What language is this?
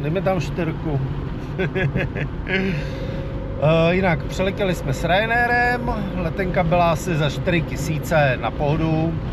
Czech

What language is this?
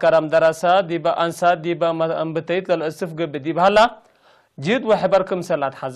Tigre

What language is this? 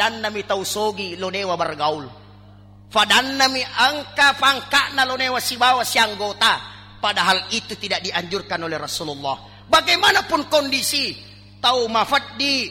Buginese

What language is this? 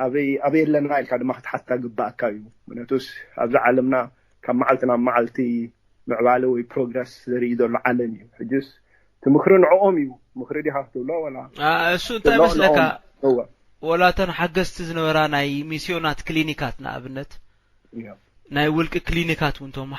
Tigrinya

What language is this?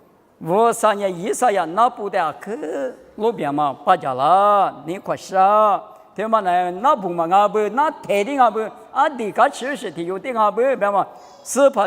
Lisu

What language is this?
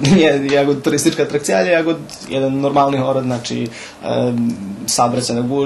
Rusyn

